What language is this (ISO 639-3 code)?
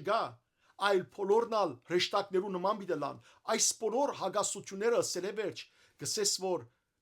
hyw